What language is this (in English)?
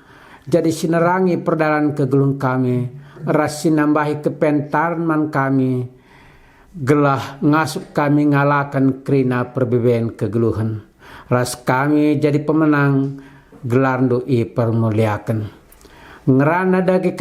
Batak Karo